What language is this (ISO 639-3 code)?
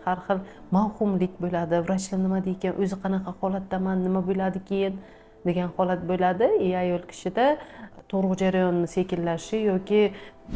uzb